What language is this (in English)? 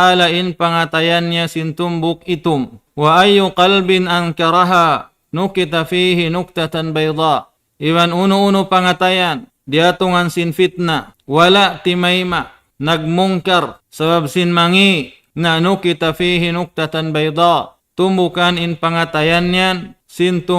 Tausug